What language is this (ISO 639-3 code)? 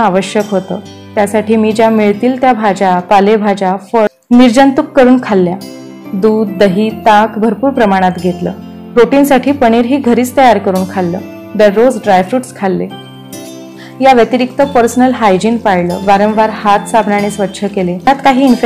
mar